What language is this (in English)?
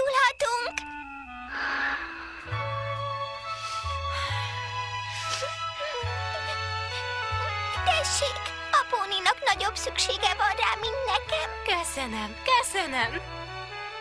Hungarian